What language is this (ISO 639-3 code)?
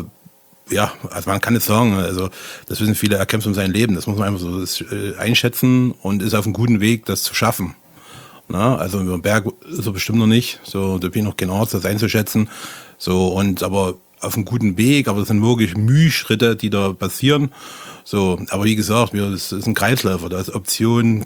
deu